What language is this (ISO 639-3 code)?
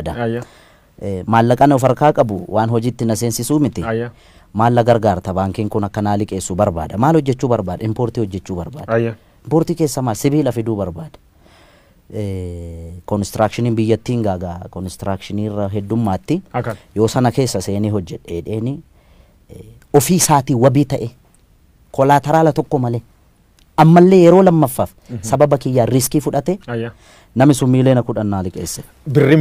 orm